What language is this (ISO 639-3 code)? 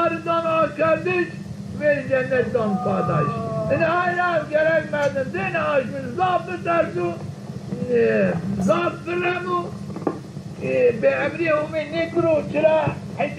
zza